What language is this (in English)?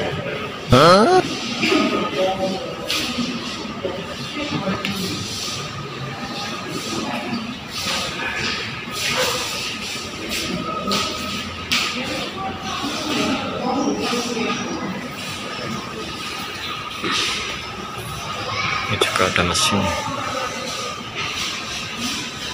Indonesian